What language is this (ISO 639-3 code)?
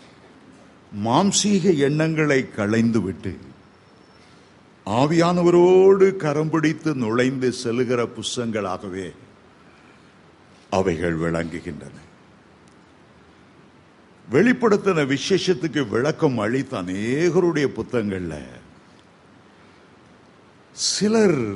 tam